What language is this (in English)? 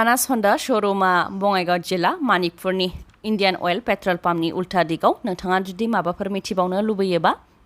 Bodo